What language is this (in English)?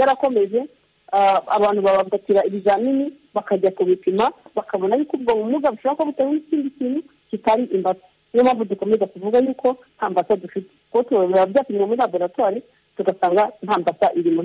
Kinyarwanda